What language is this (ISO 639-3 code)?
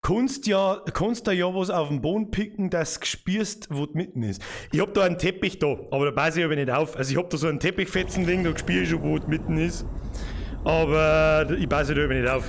bar